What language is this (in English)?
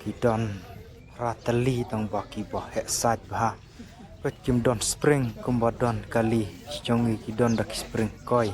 Khasi